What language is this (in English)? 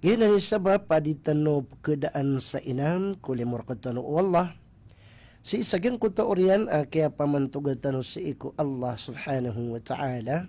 Maranao